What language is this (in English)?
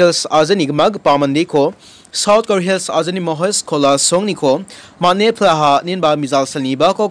Garo